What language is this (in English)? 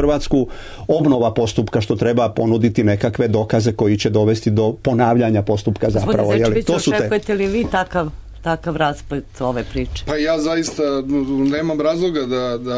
Serbian